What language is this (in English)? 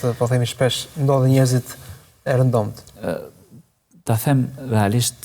Albanian